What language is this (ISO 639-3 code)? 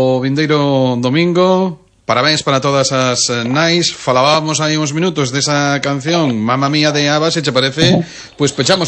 glg